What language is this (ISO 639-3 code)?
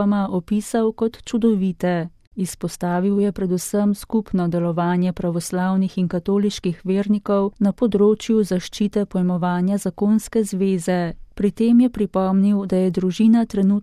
slv